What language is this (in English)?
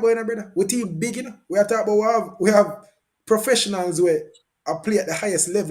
Jamaican Creole English